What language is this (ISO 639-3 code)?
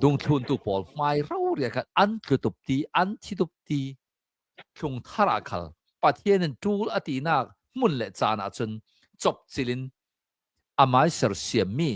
cnh